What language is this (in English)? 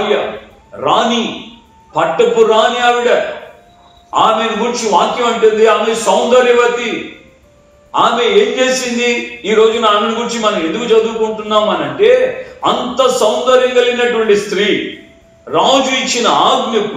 Telugu